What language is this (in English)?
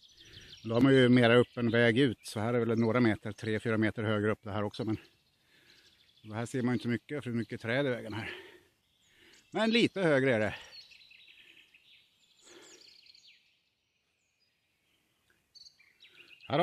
Swedish